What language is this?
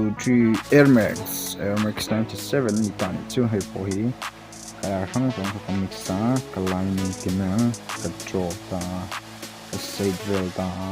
Mizo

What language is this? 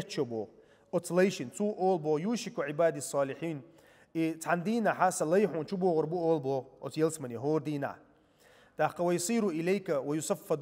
Chechen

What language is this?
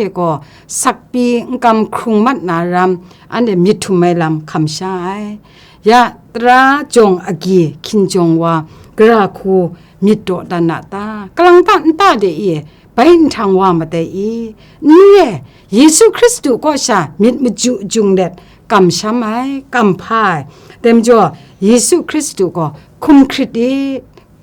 Kachin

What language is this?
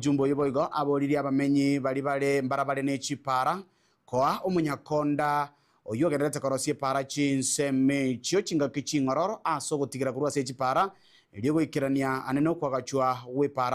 Gusii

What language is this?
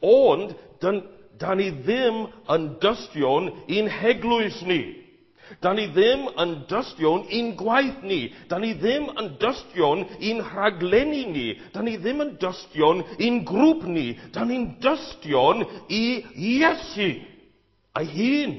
Welsh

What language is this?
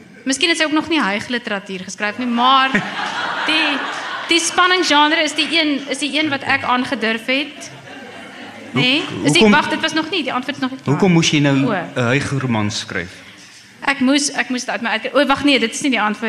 Afrikaans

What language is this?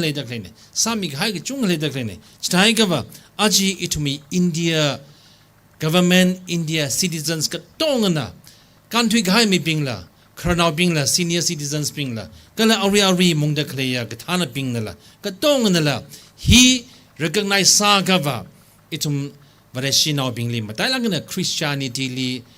Tangkhul Naga (India)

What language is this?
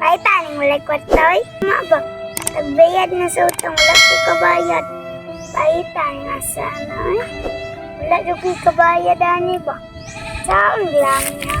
Cebuano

